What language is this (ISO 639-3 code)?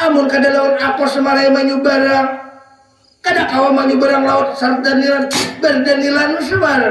bjn